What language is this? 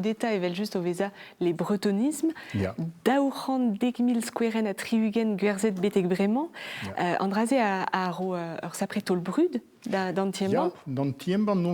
Breton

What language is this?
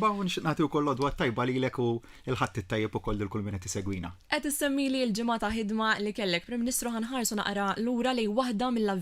Maltese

